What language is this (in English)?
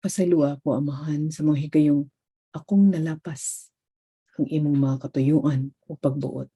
Cebuano